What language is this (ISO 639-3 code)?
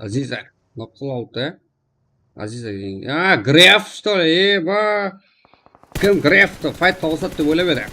kaa